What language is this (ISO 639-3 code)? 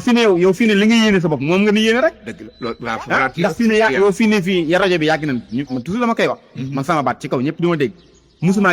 wol